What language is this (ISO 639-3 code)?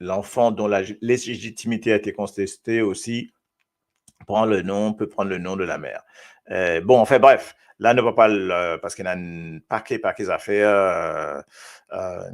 mfe